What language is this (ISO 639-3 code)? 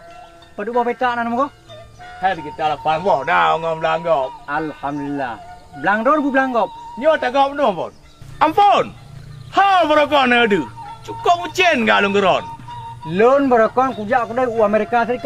ace